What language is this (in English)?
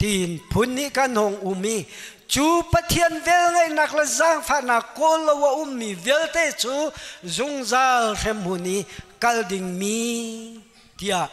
Hakha Chin